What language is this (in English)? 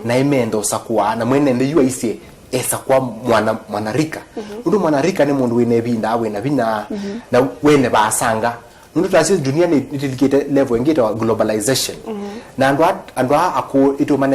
Kamba